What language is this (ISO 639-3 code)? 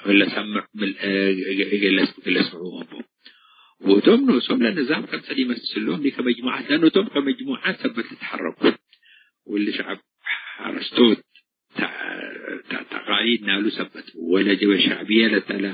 tig